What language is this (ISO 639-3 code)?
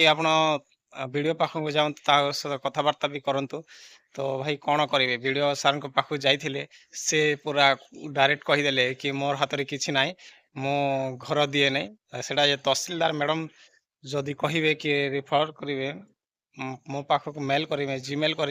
ori